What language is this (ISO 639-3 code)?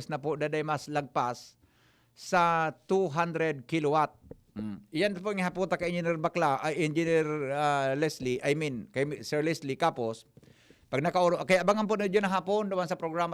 bik